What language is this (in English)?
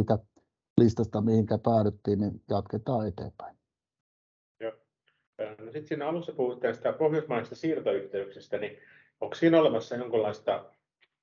Finnish